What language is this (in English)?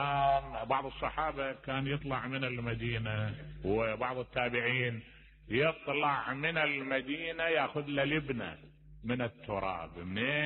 Mesopotamian Arabic